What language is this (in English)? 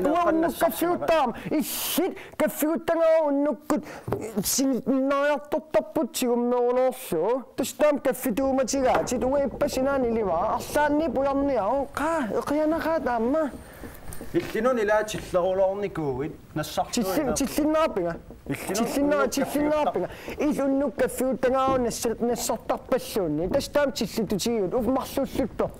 Kalaallisut